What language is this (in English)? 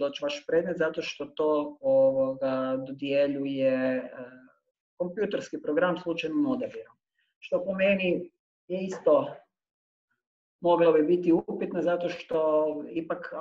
Croatian